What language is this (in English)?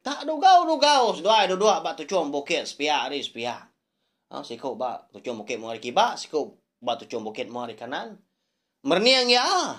Iban